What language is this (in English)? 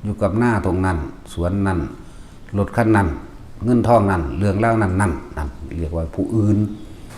Lao